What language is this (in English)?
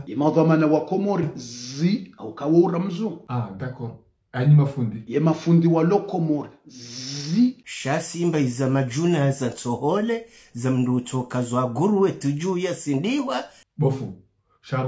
Ngazidja Comorian